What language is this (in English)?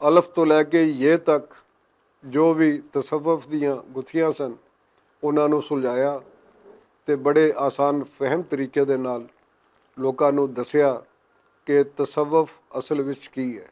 Western Panjabi